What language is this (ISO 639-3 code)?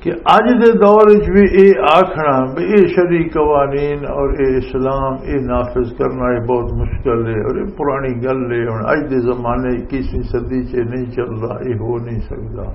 lah